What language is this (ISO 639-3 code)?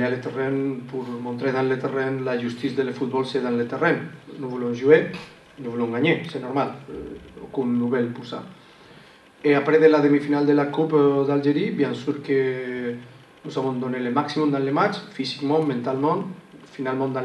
fra